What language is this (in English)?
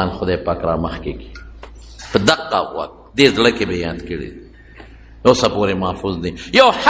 Pashto